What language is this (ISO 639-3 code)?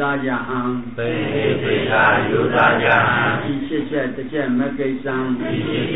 mya